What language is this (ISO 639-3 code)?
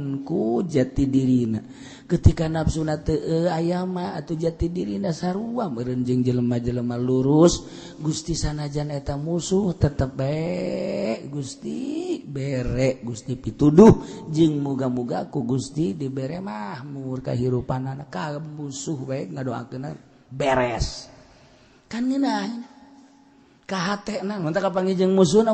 sun